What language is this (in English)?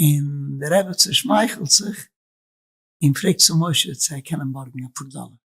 Yiddish